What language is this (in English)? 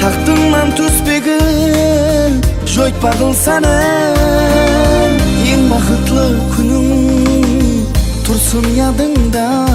Kara-Kalpak